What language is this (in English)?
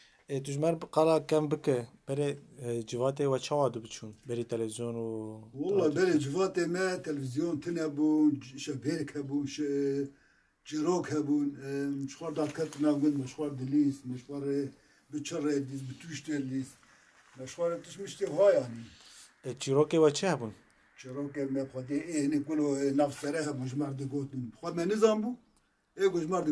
Kurdish